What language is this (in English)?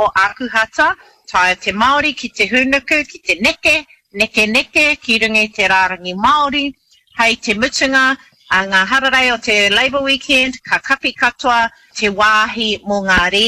Māori